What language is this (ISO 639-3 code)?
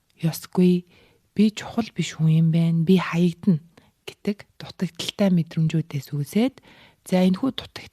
mon